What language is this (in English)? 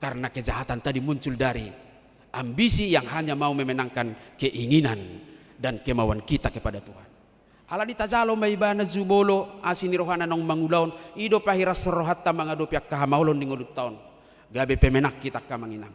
Batak Toba